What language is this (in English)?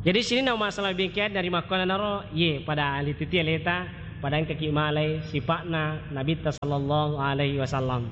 Buginese